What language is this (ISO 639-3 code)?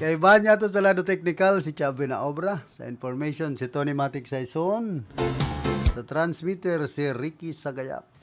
bik